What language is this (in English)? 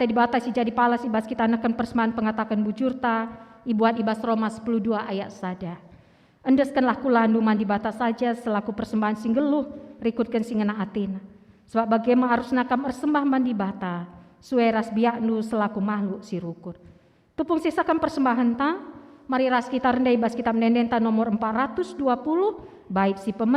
Batak Karo